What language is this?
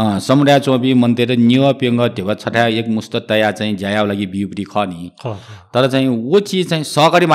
Newari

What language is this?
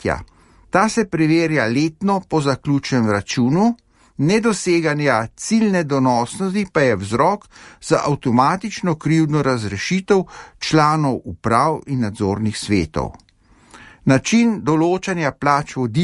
Slovenian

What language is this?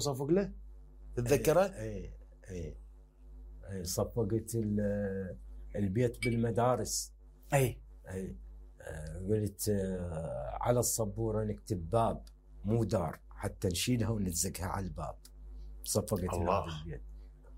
Mesopotamian Arabic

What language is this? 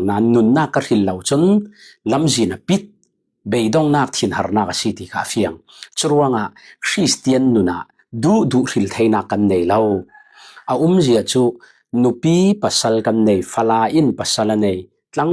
Falam Chin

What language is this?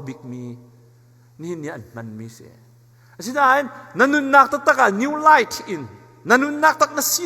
Hakha Chin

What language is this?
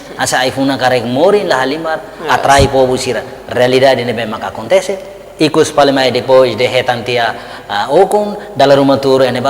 Tetum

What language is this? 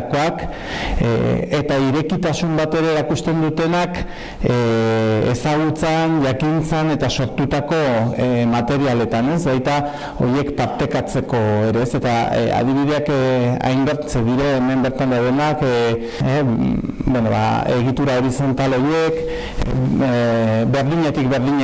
Basque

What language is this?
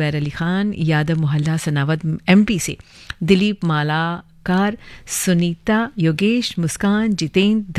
Hindi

